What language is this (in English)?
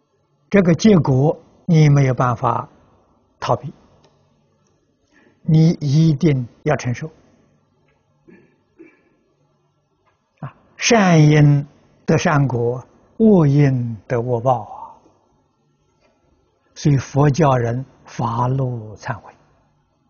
Chinese